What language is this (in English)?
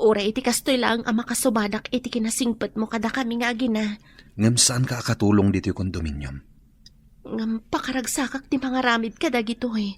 Iloko